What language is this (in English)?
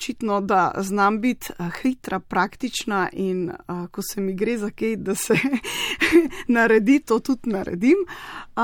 Slovenian